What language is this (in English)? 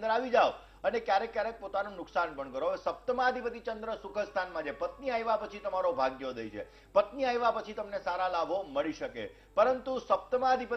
Gujarati